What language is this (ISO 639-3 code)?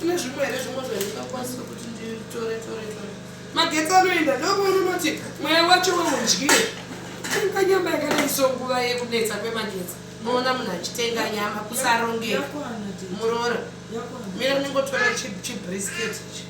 sna